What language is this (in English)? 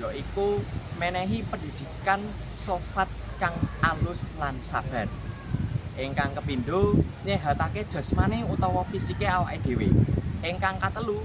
Javanese